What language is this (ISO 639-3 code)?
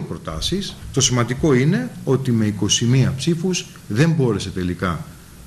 ell